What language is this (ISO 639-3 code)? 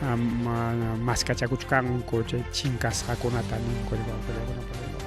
quy